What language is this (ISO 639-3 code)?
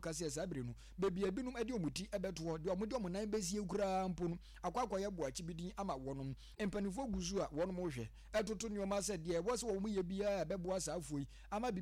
aka